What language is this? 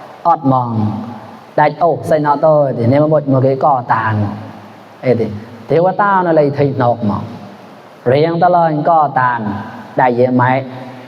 Mon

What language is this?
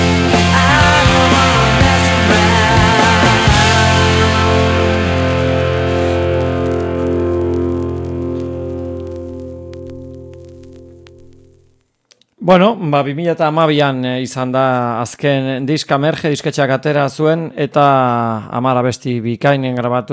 Basque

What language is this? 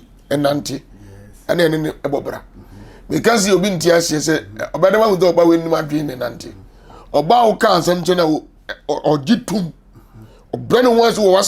Akan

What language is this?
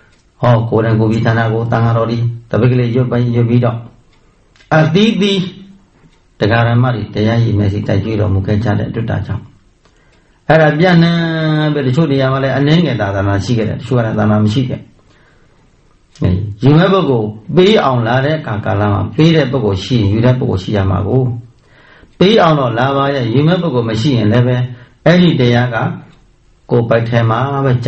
Burmese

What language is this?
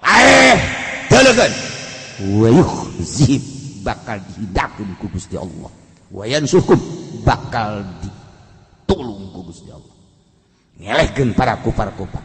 Sundanese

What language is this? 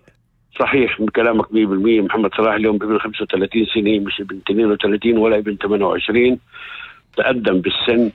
North Levantine Arabic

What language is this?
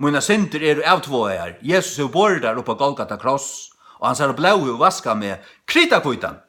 Faroese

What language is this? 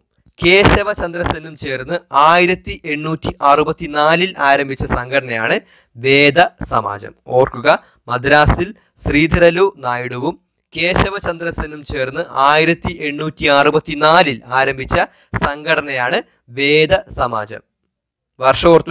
Malayalam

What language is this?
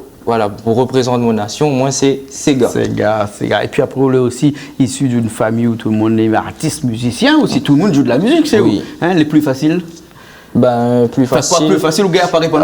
Réunion Creole French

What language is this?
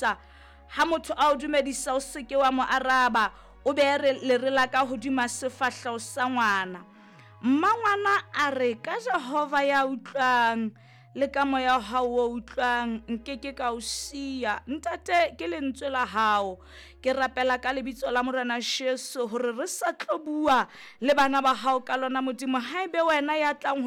Southern Sotho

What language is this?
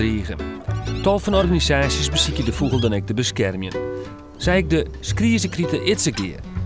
Western Frisian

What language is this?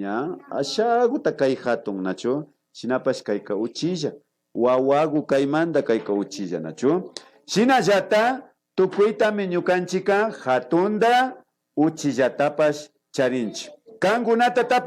Imbabura Highland Quichua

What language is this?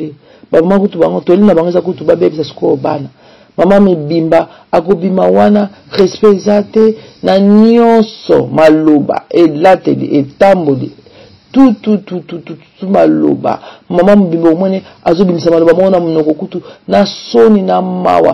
Lingala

